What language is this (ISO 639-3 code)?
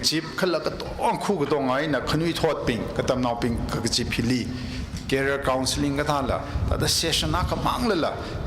nmf